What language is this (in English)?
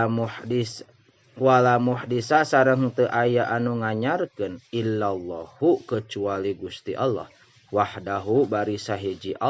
Sundanese